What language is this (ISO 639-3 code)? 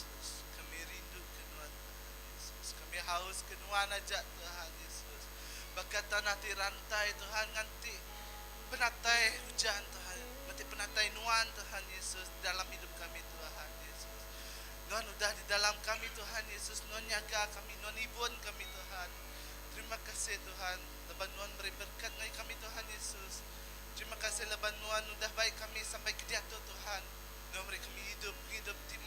iba